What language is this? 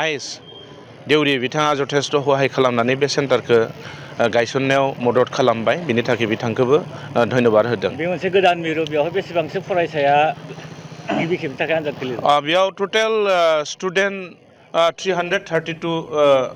Bodo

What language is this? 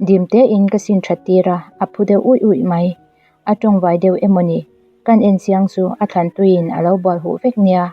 Mizo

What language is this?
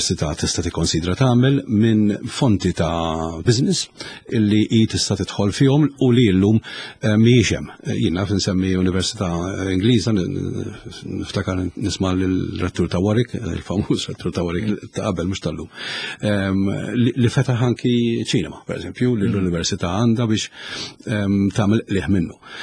Maltese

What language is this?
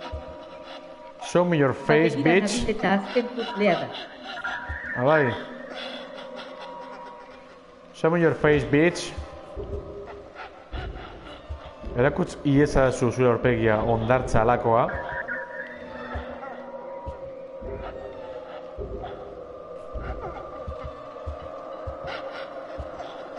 Basque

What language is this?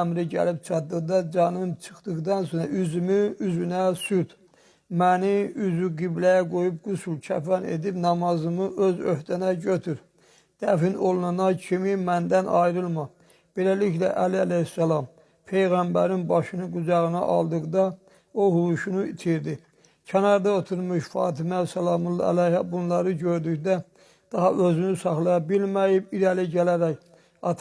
Azerbaijani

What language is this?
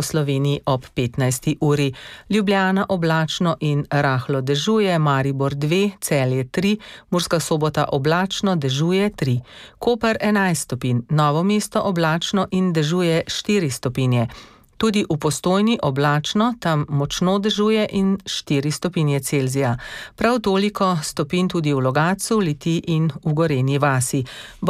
Slovenian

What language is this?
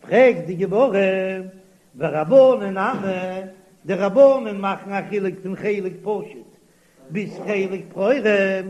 Yiddish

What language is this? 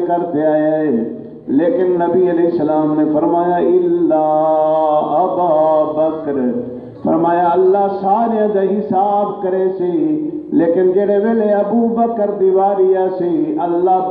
Saraiki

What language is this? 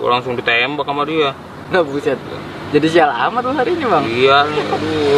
Betawi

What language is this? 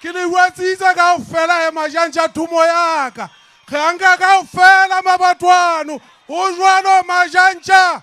Southern Sotho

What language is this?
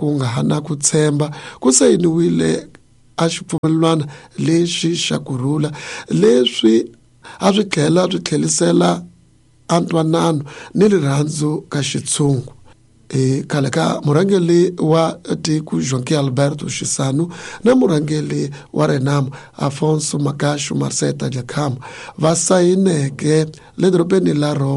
Tsonga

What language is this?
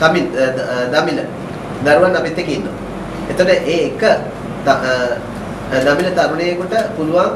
Sinhala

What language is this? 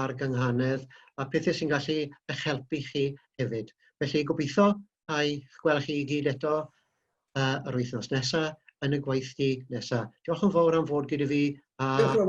Welsh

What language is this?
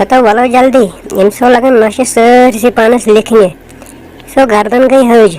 Kashmiri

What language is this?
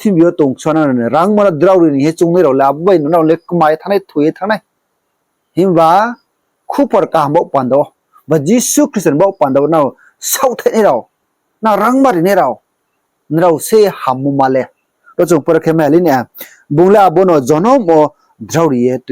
Riang (India)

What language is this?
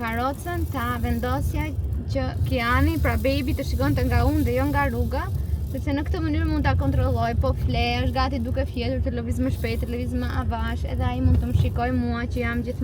Albanian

